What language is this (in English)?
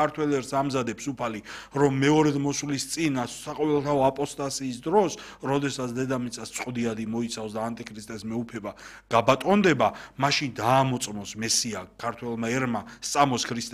Georgian